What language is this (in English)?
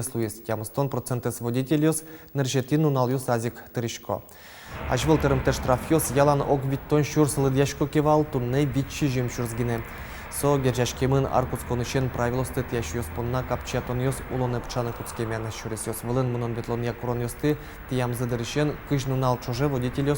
Udmurt